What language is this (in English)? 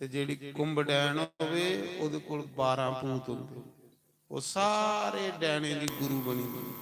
Dogri